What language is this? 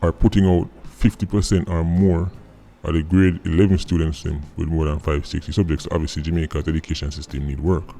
Jamaican Creole English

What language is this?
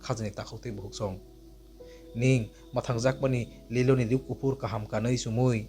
Kok Borok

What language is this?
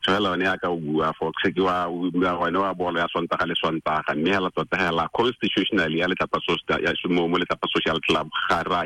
Tswana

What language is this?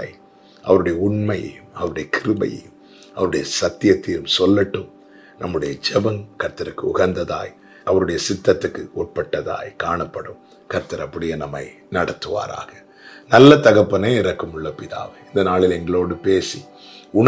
Tamil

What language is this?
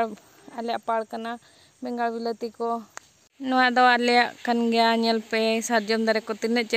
Santali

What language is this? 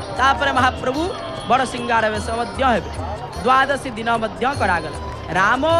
Odia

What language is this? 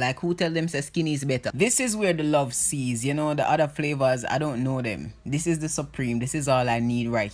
Jamaican Creole English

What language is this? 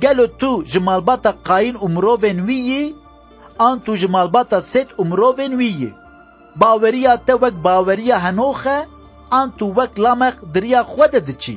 Kurdish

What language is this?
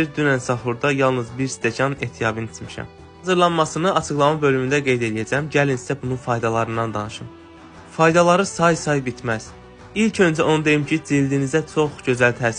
Azerbaijani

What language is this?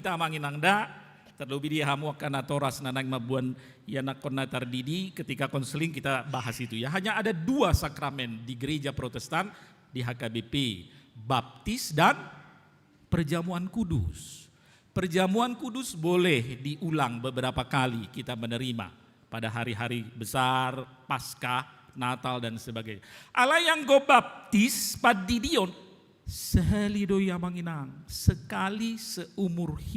Batak Toba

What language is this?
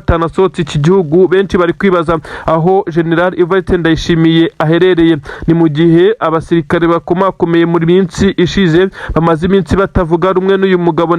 Kinyarwanda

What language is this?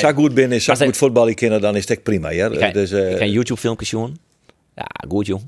Western Frisian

